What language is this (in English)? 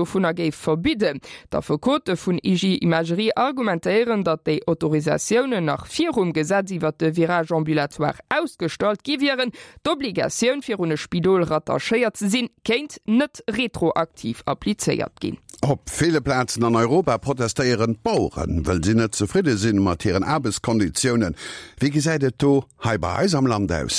Luxembourgish